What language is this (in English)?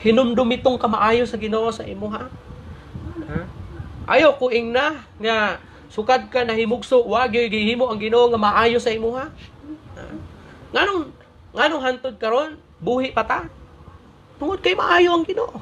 Cebuano